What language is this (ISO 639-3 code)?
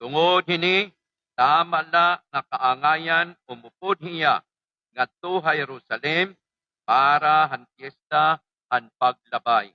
war